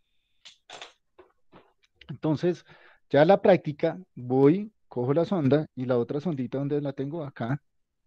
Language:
Spanish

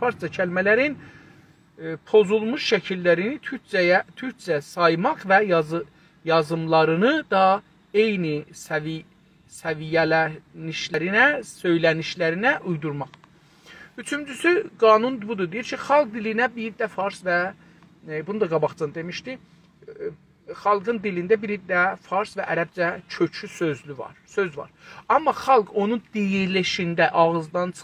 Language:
South Azerbaijani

